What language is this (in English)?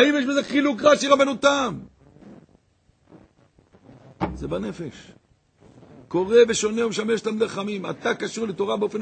Hebrew